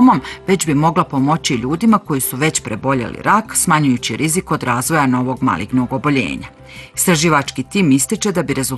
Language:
Bosnian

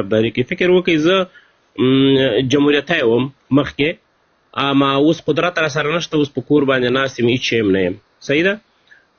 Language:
Pashto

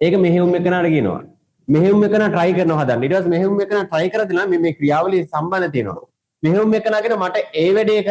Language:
Sinhala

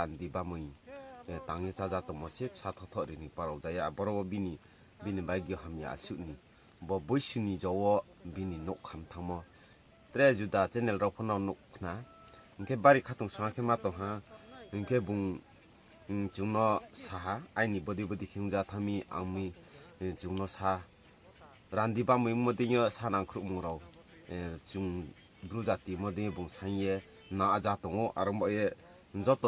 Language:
Riang (India)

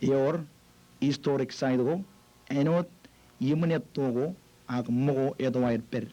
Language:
Marshallese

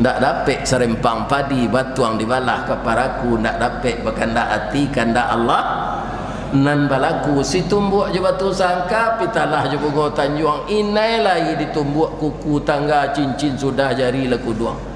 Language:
Minangkabau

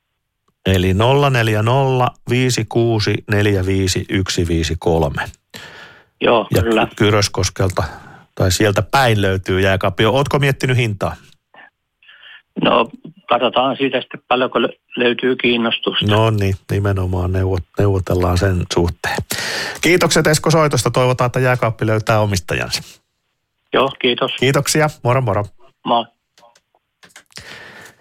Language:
Finnish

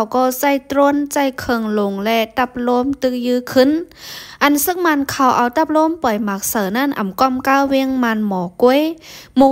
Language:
Shan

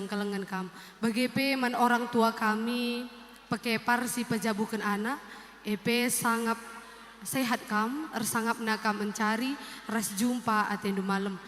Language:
Batak Karo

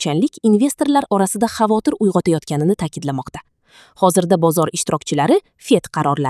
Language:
Uzbek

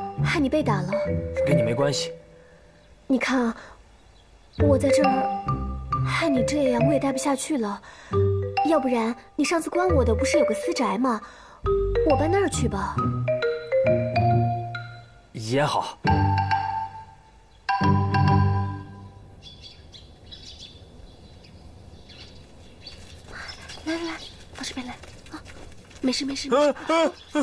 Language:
Chinese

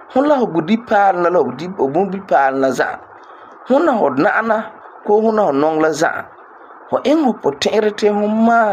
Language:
Frafra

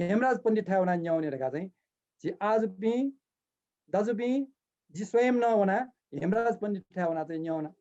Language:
Newari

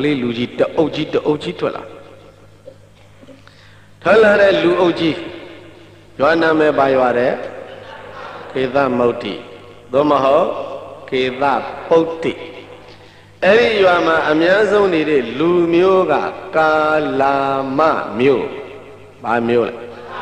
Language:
Burmese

